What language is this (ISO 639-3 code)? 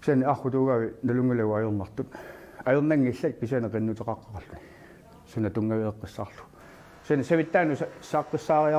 kal